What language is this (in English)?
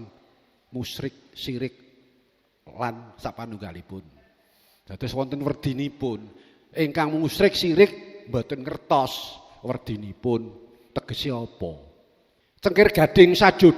Javanese